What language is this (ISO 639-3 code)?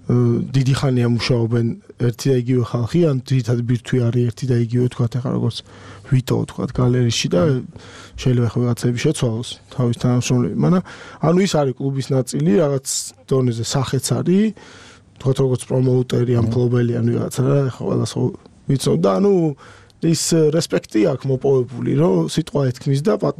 kat